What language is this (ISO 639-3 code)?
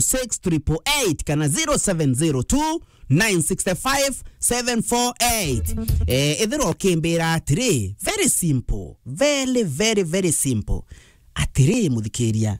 mer